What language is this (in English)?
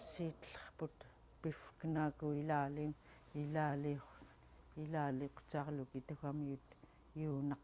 Central Yupik